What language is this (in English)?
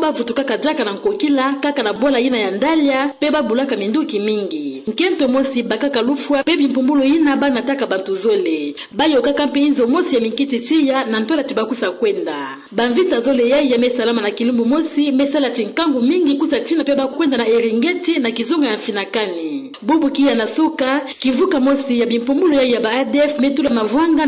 Kituba (Democratic Republic of Congo)